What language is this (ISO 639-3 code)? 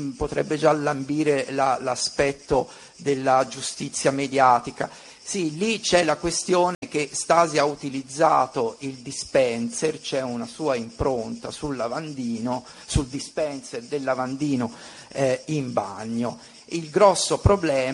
ita